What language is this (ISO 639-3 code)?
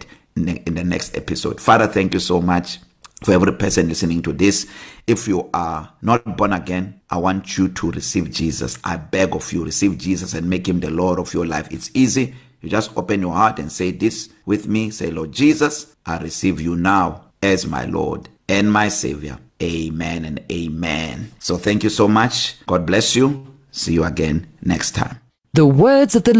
eng